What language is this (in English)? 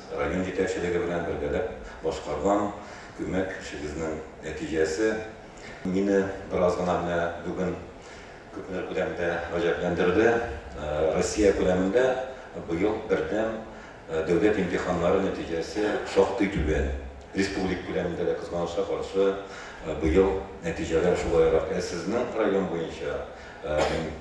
Tatar